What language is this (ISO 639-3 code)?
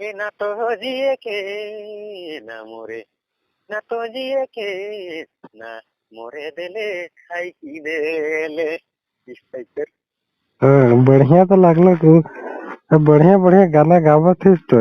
sck